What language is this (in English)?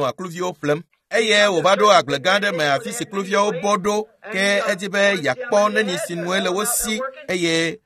Ewe